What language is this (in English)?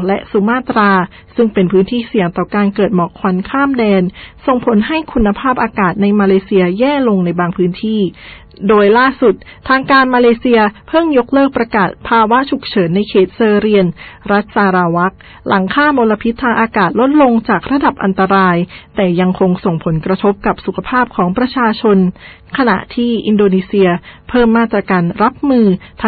Thai